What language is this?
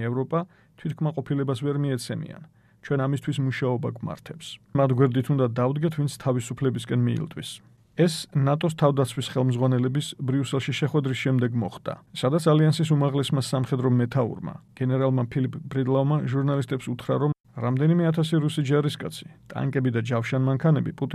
Georgian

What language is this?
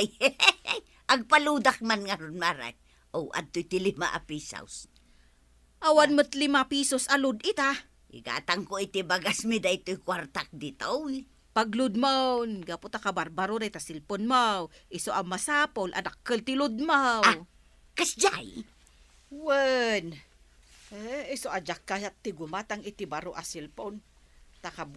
Iloko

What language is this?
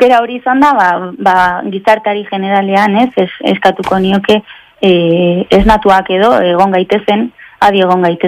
Basque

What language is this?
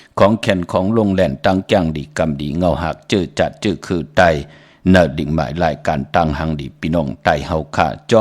Shan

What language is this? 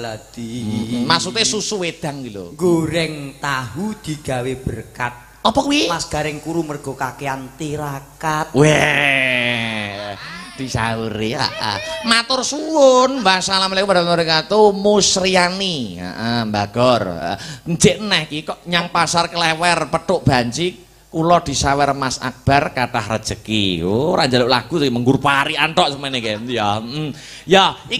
Javanese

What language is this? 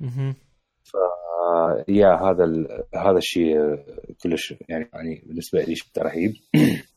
Mesopotamian Arabic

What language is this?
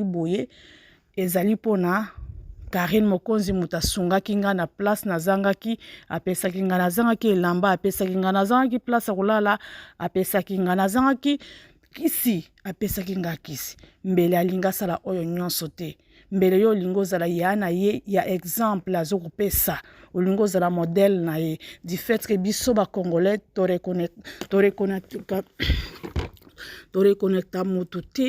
Lingala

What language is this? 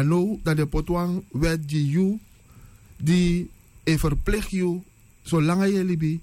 Sranan Tongo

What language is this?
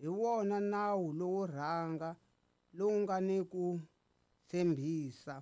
Tsonga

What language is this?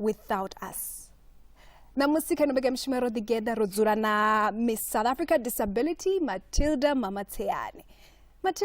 Venda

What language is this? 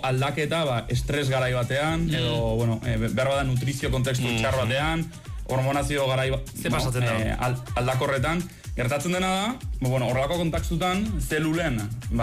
Basque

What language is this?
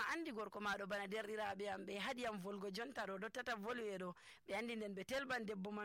Nigerian Fulfulde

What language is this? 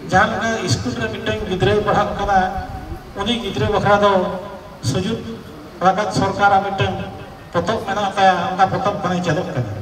Santali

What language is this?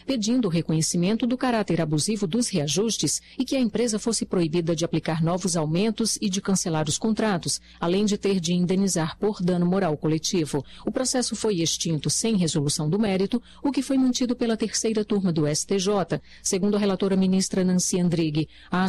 Portuguese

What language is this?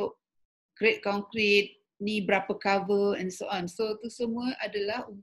Malay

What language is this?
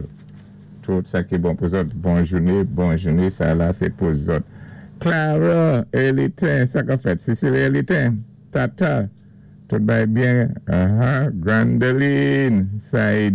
Saint Lucian Creole French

